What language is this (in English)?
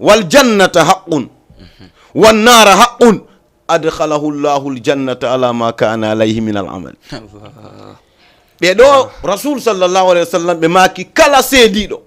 Fula